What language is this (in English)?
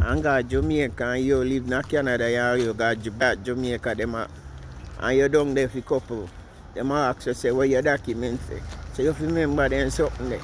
Jamaican Creole English